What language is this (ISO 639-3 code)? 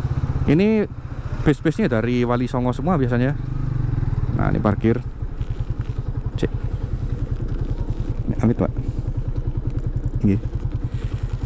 ind